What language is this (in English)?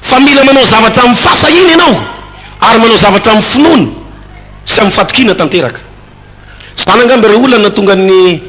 Malagasy